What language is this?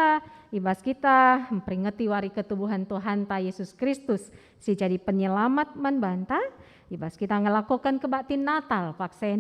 Batak Karo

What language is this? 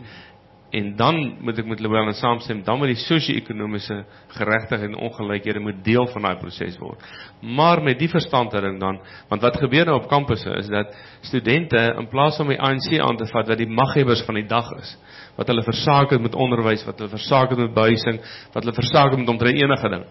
Afrikaans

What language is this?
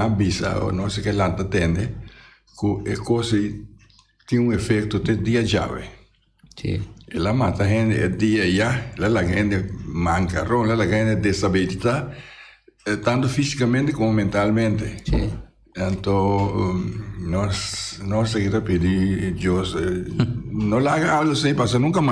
Papiamento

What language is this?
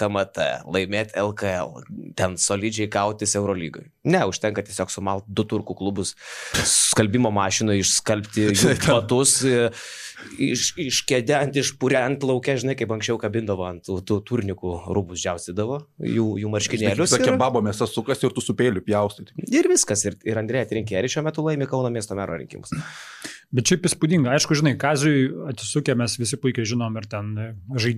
Lithuanian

